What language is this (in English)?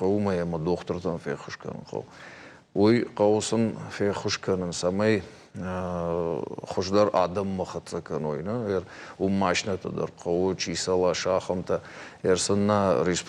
Ossetic